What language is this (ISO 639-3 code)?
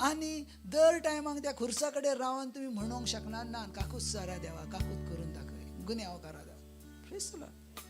kok